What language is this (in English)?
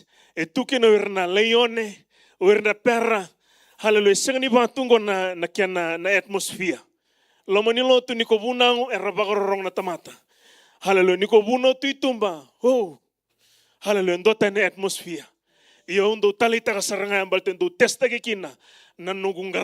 Fijian